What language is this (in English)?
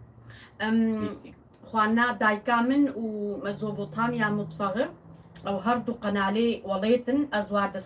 Kurdish